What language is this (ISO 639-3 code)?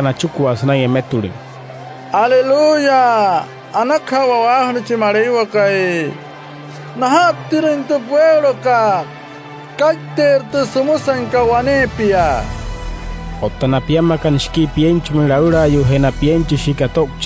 guc